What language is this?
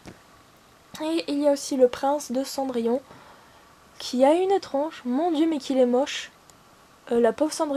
French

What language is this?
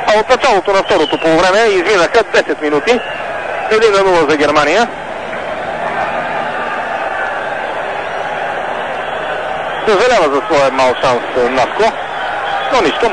Bulgarian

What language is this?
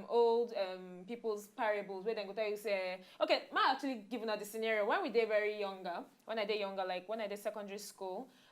Nigerian Pidgin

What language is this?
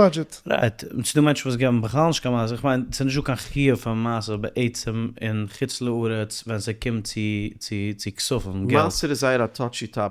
Yiddish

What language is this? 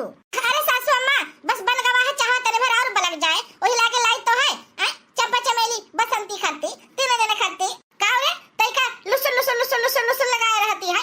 Awadhi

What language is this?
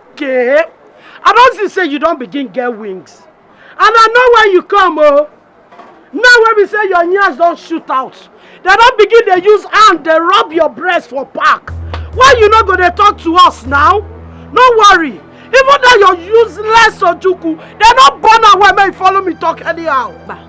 Nigerian Pidgin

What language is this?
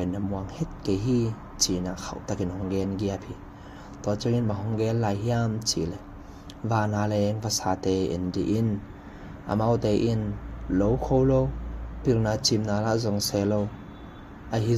Tedim Chin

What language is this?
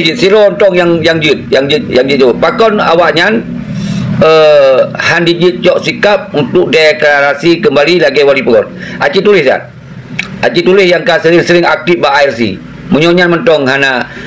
Achinese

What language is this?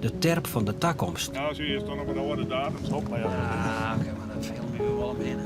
Western Frisian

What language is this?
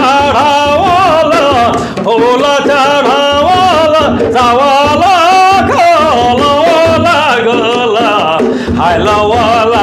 Sadri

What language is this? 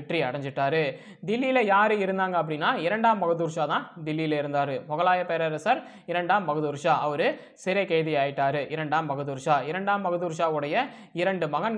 Tamil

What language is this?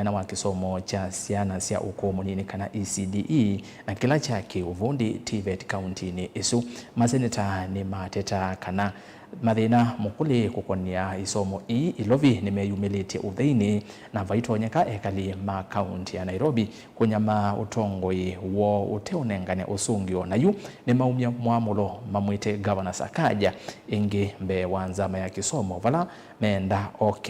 Kamba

